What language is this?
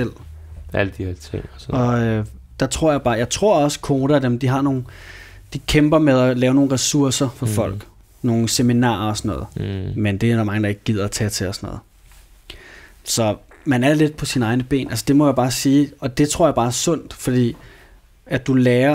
Danish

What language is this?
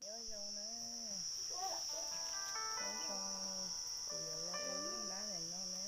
Hmong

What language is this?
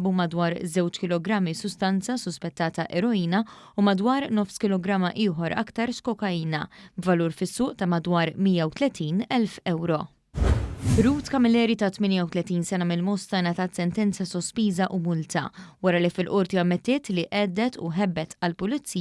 Maltese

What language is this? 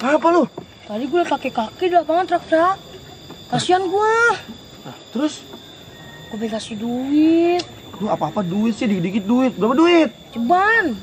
Betawi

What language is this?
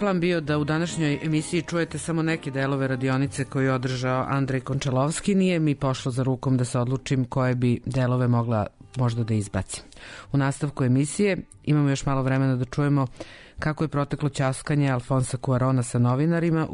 Serbian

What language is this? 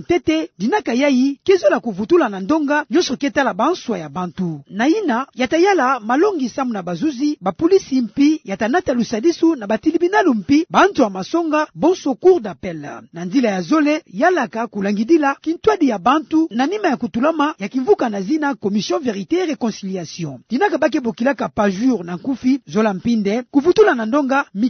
Kituba (Democratic Republic of Congo)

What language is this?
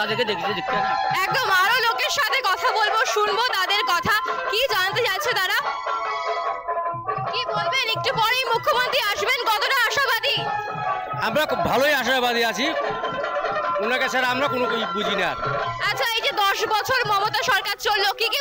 Bangla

